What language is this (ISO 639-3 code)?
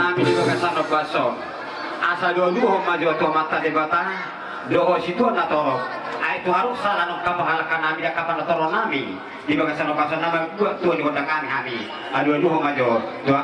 bbc